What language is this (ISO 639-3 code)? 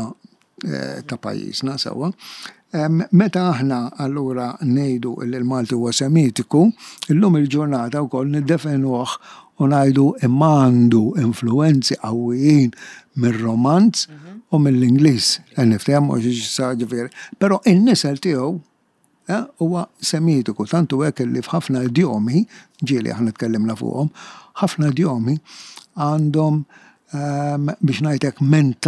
mlt